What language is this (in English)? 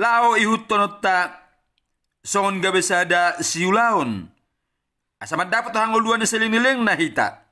Batak Toba